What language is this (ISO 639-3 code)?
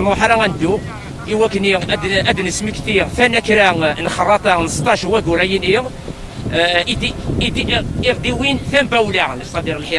kab